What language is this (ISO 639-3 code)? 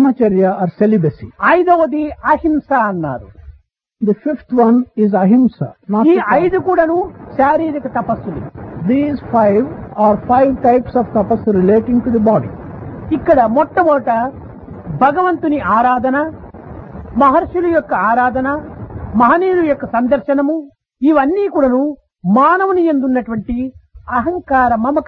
tel